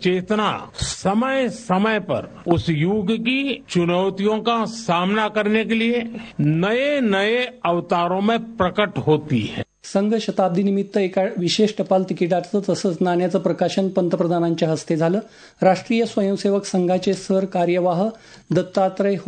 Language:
Marathi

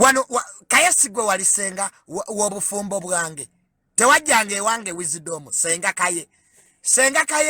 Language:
Ganda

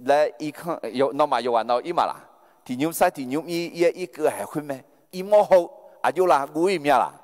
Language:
Akha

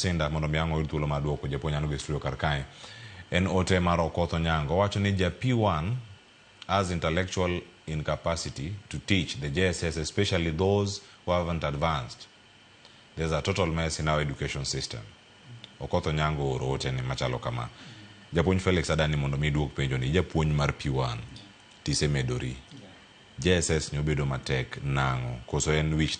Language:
Luo (Kenya and Tanzania)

